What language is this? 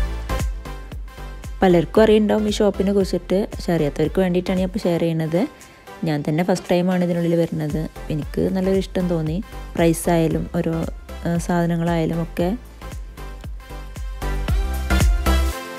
Malayalam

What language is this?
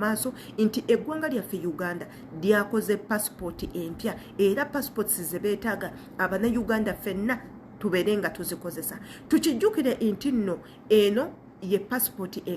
Ganda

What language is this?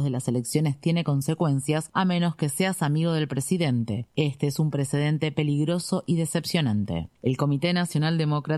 Spanish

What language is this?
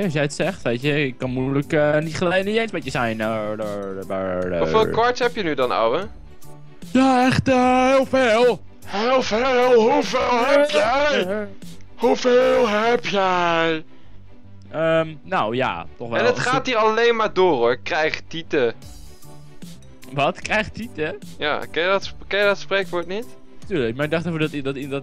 Dutch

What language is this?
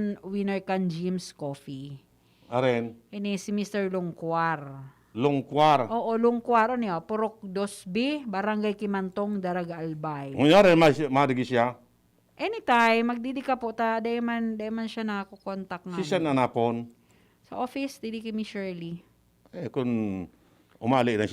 Bikol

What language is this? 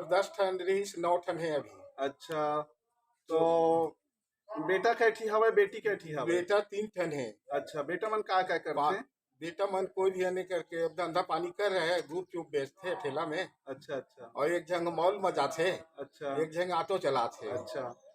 Chhattisgarhi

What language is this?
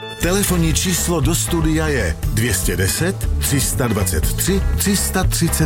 Czech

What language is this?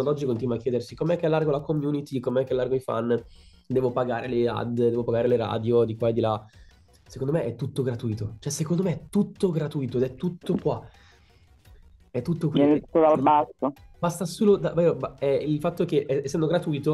Italian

